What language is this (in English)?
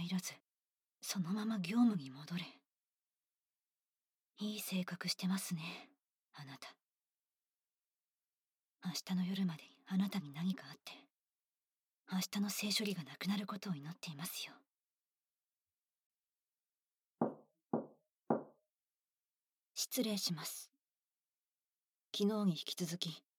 Japanese